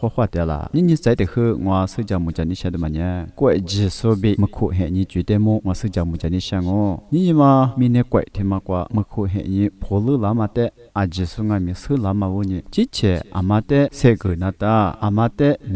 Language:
Lisu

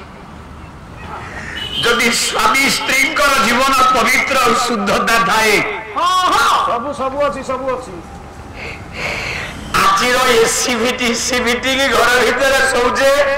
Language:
Odia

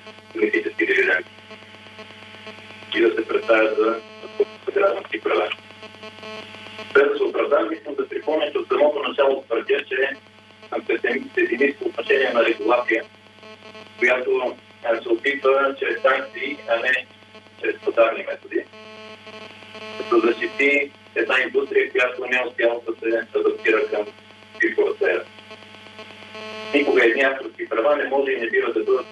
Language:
Bulgarian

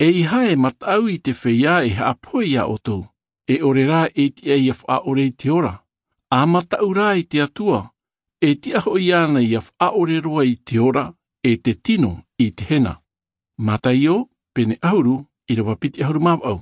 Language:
Tahitian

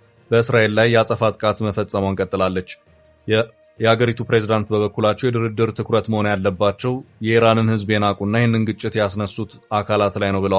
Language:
Amharic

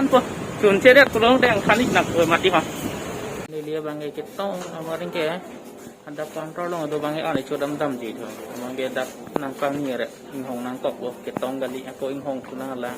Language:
Karbi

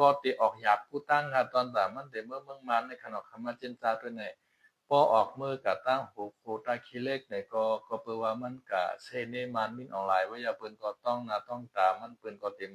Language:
Shan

